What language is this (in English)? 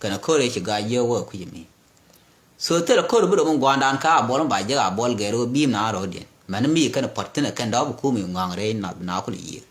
Nuer